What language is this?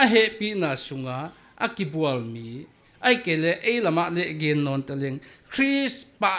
Paite Chin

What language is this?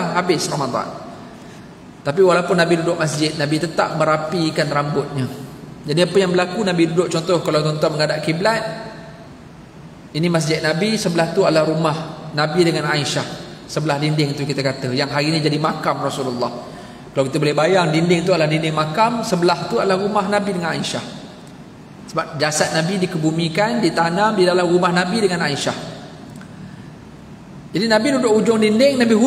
Malay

